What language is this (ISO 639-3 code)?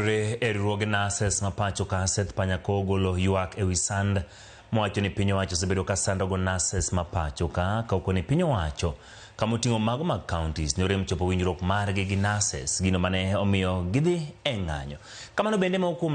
luo